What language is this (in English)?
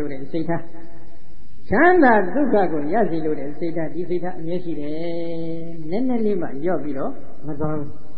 Burmese